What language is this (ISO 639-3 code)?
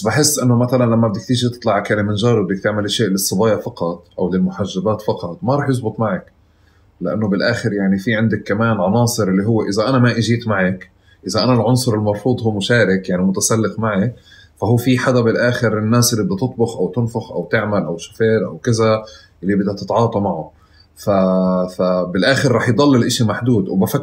apc